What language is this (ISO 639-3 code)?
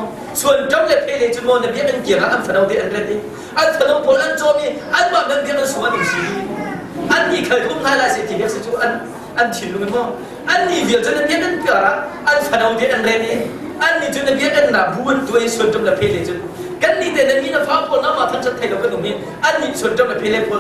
cnh